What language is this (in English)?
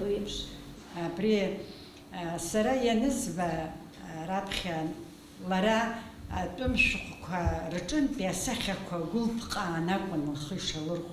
Abkhazian